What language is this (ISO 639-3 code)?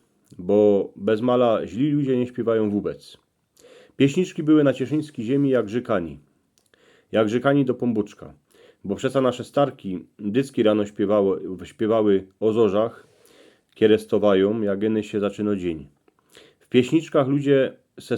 szl